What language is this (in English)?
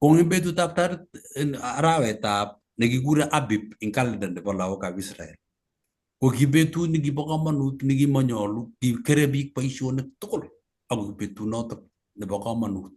Kalenjin